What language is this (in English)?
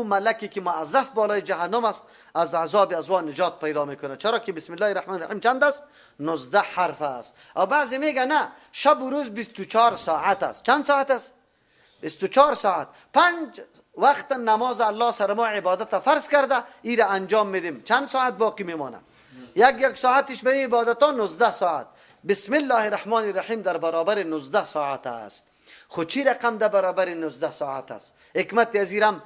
Persian